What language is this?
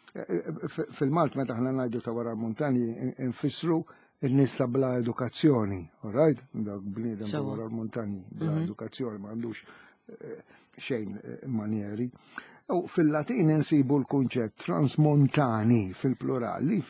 Maltese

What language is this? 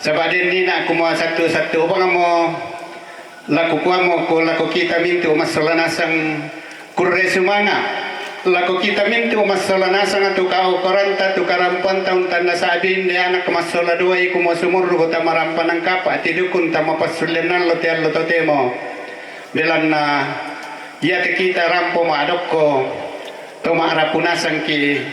Toraja-Sa'dan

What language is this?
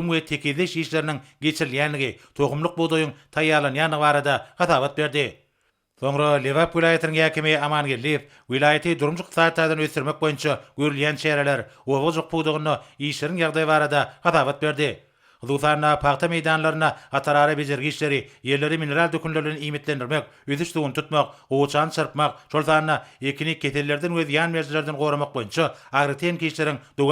Turkmen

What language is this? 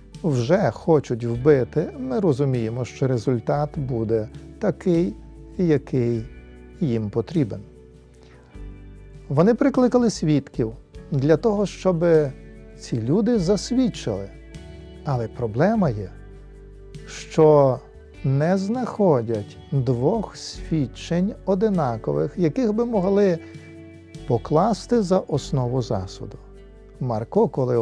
Ukrainian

